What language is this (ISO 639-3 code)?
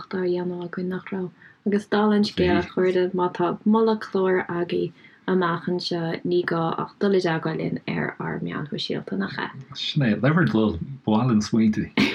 gle